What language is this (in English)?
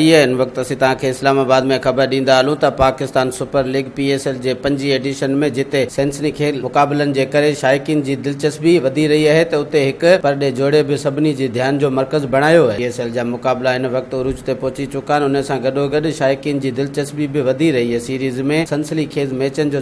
Sindhi